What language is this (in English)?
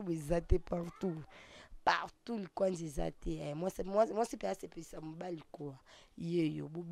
Lingala